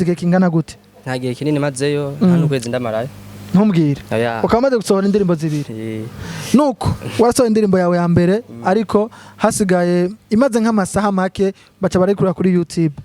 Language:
Rundi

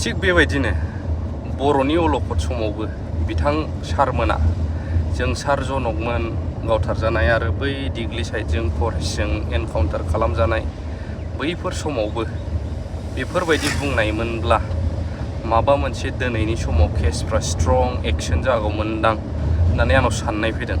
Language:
Bodo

